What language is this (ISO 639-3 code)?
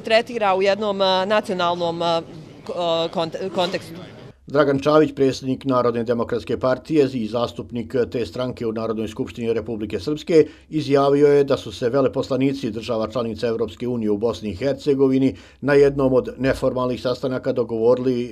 hrv